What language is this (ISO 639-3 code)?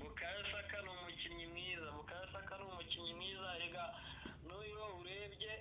kin